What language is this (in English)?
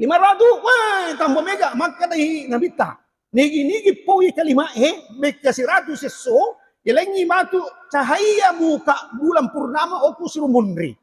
Buginese